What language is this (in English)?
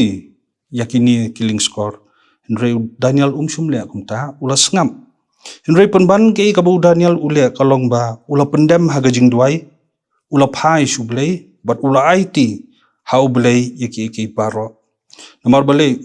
Khasi